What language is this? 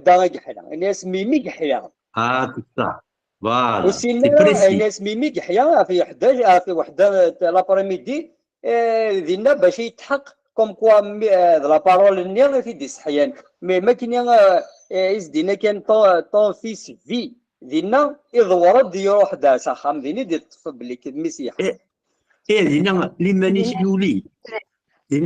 Kabyle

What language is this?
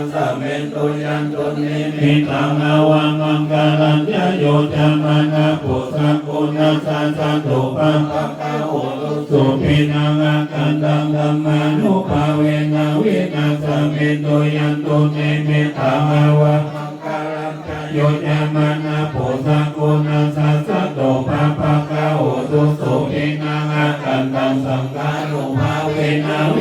Pali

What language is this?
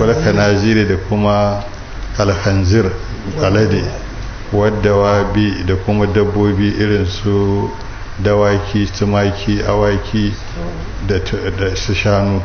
Hausa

